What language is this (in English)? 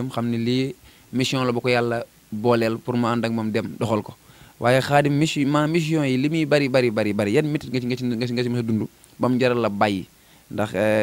Wolof